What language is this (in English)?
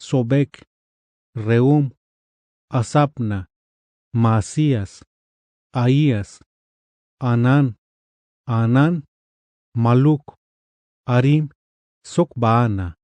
Tzeltal